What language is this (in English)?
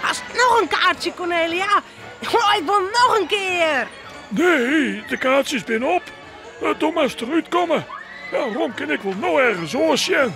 Western Frisian